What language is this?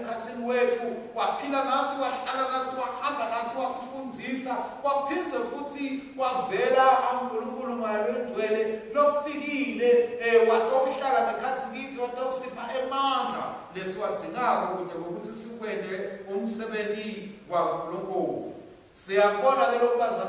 Swati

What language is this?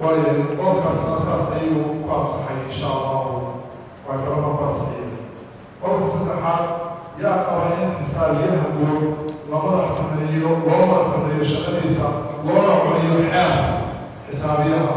Somali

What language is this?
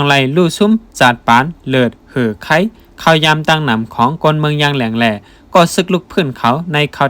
Shan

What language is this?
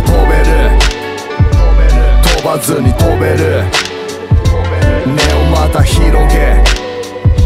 Japanese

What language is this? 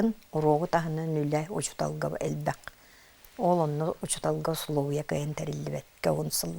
Yakut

